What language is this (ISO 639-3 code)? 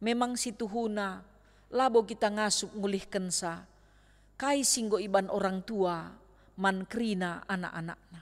btx